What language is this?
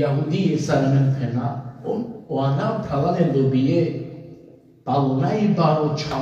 Balkan Romani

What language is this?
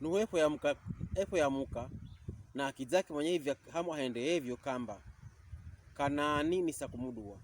Pokomo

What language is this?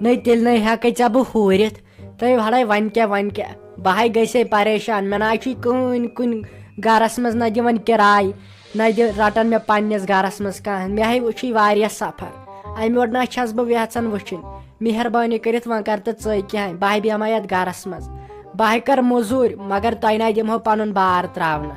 Kashmiri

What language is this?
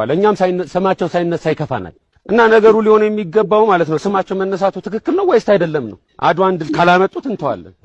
Amharic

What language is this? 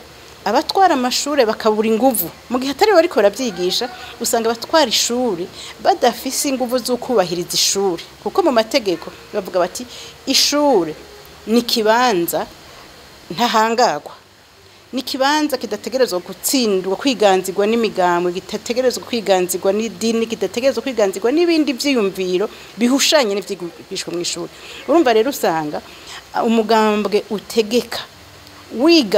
Rundi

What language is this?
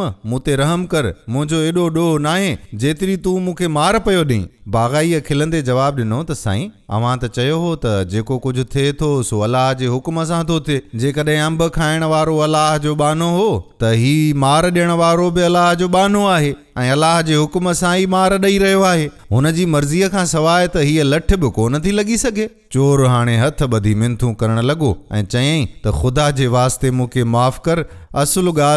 Sindhi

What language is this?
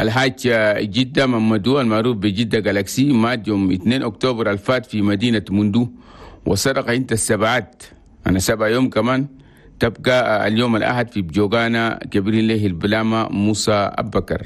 Chadian Arabic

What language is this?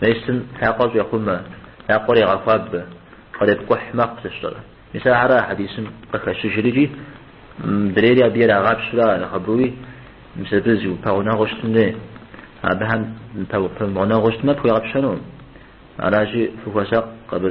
Kabardian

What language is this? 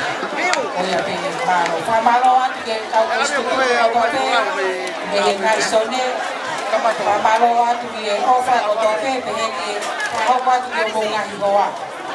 Tongan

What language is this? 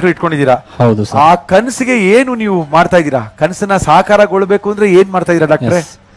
Kannada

